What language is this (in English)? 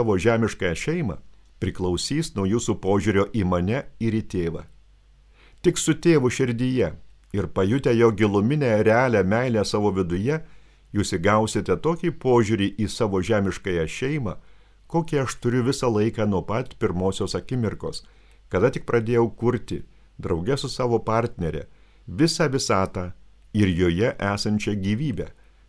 Lithuanian